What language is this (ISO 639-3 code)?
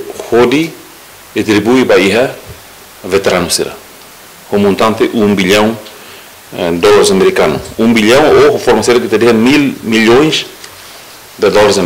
tet